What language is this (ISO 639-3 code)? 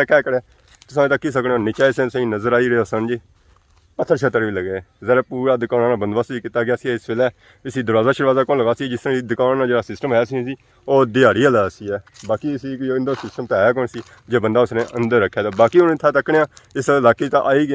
phr